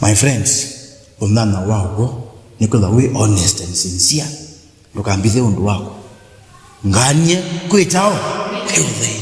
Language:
Kamba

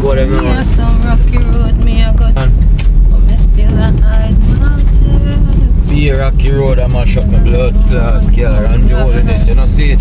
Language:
Jamaican Creole English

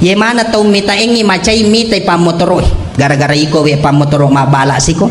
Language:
Buginese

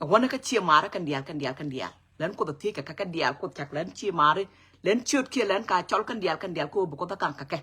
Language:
Nuer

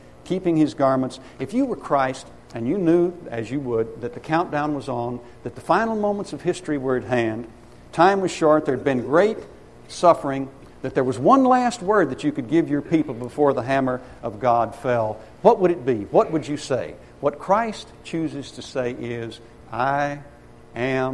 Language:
English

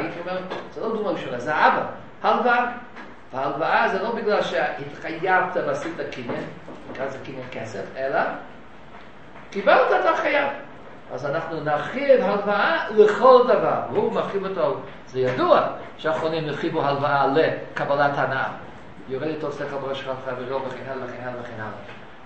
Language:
Hebrew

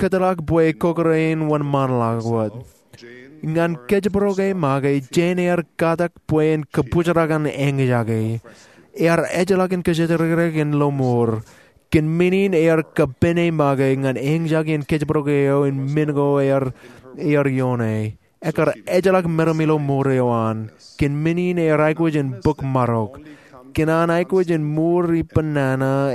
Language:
Marshallese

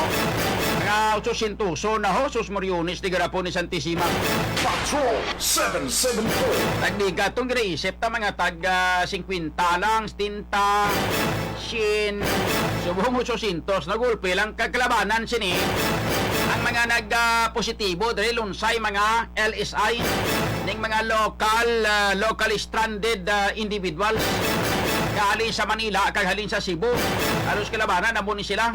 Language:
Hiligaynon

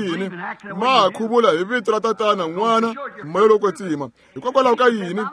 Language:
Tsonga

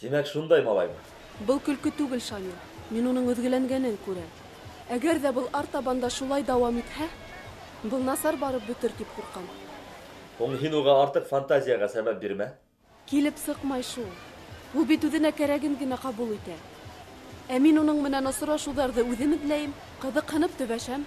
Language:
Bashkir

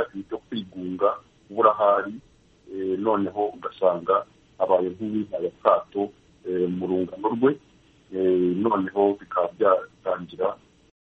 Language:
Kinyarwanda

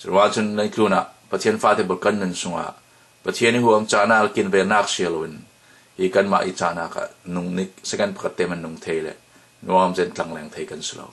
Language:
Falam Chin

